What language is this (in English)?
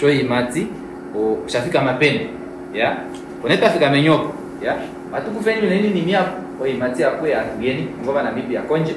Kuanyama